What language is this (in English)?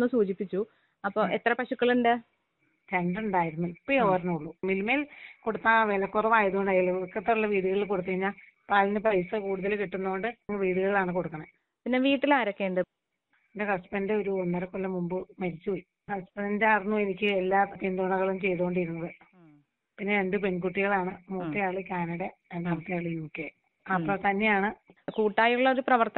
Malayalam